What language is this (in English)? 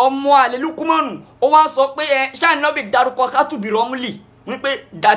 Yoruba